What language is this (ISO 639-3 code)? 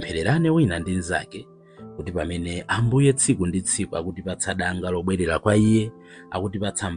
nya